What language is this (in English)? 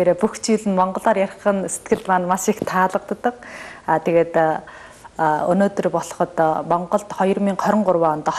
Mongolian